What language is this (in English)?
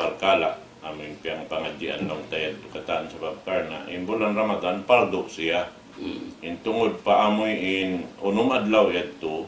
Tausug